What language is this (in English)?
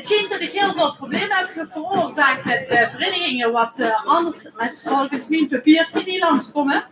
Limburgish